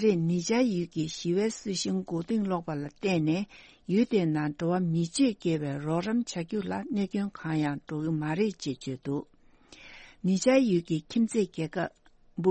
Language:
Tibetan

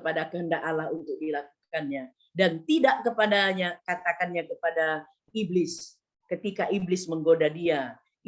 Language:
Batak Karo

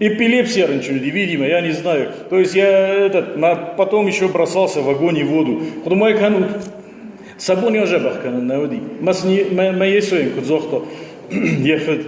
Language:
Ossetic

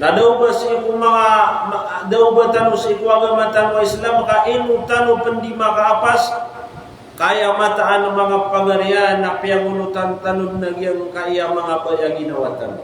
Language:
Maranao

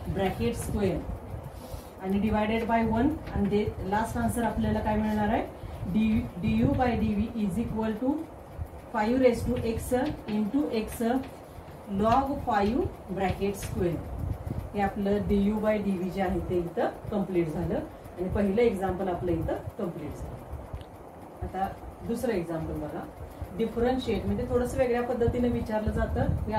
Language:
Marathi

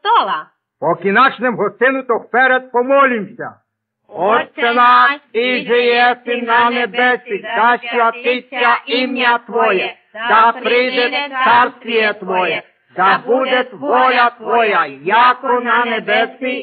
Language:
Rusyn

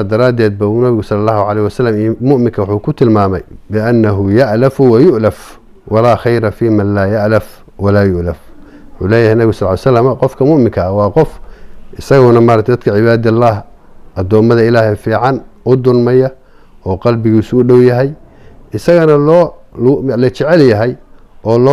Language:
Somali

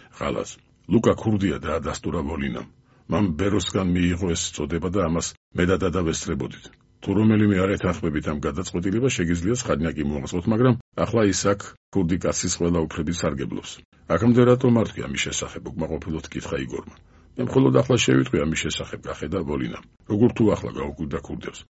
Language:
Georgian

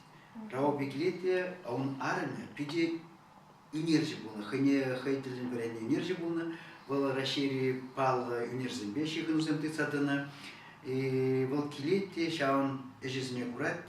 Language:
Chuvash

